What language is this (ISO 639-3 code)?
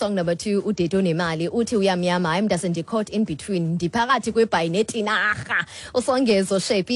xho